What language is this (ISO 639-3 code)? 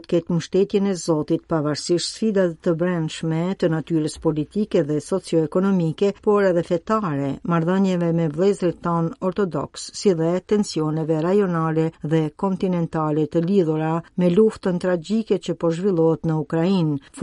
sqi